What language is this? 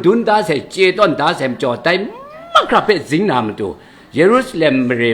Kachin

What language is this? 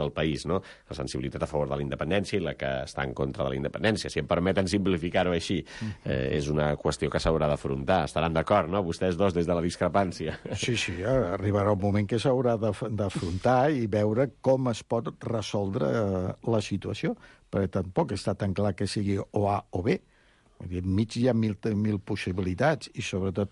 Catalan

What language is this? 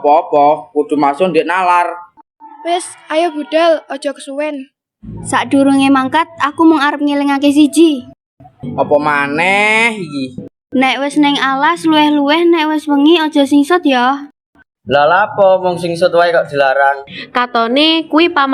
Javanese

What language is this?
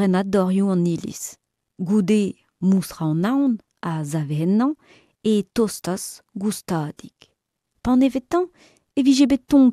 Breton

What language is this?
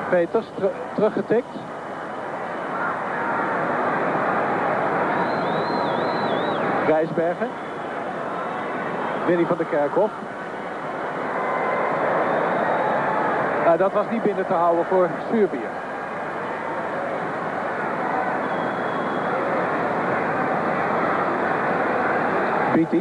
Dutch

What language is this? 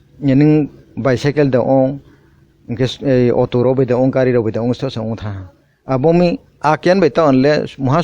Kok Borok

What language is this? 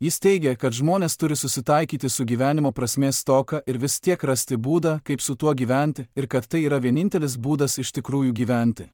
Lithuanian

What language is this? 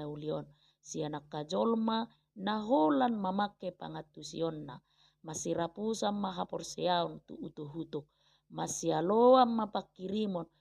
Batak Toba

